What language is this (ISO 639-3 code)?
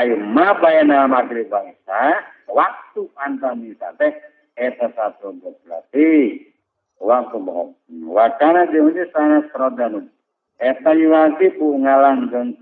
sun